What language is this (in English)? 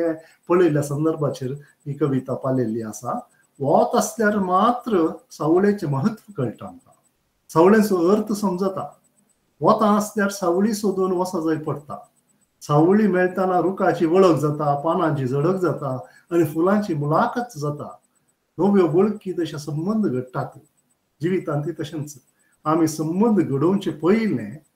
Konkani